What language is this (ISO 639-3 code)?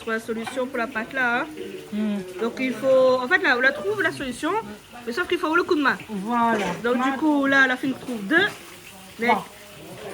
rcf